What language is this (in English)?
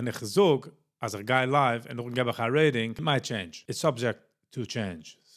Yiddish